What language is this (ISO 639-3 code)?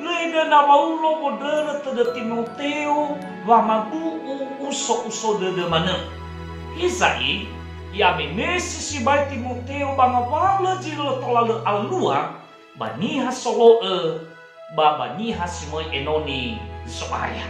nia